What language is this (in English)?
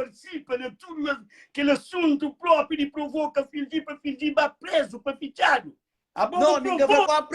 Kabuverdianu